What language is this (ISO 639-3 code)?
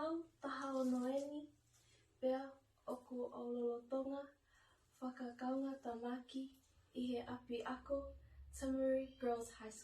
ton